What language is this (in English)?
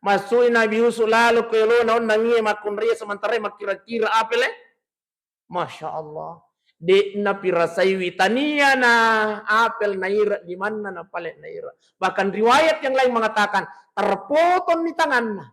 Buginese